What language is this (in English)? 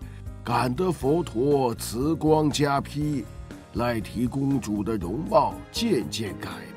Chinese